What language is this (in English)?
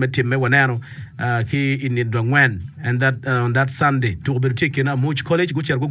Acoli